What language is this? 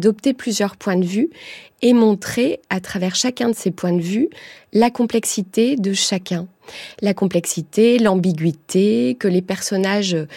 French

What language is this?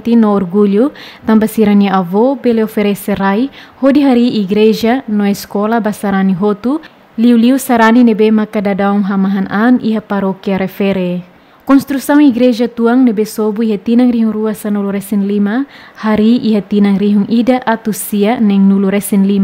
Tetum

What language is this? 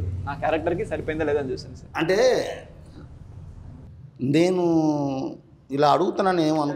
Telugu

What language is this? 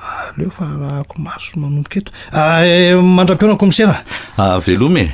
Malagasy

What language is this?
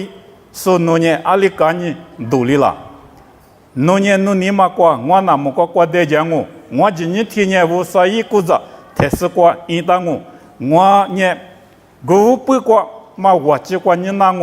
Lisu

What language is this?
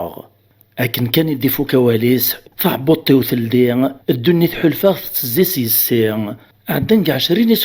Kabyle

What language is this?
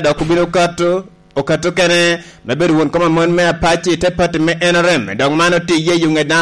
Lango (Uganda)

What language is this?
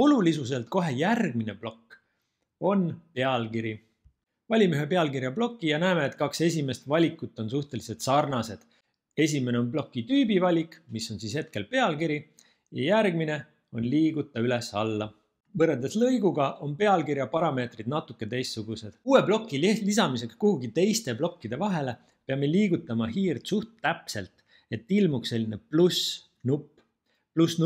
Estonian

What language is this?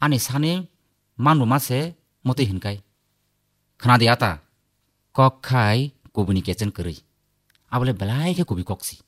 Kok Borok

